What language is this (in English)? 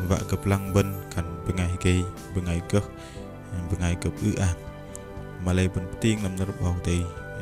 Bahnar